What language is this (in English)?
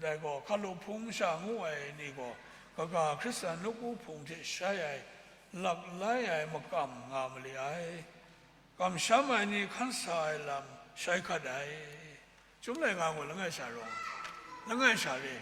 Kachin